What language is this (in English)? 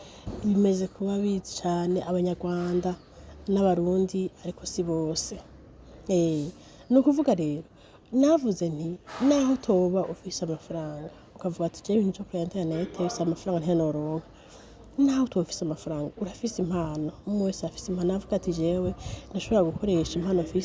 Rundi